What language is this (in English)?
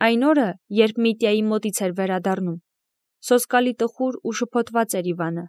Armenian